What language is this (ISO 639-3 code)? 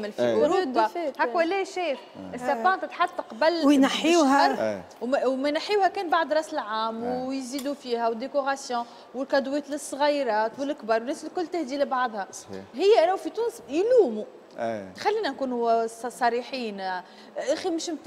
aeb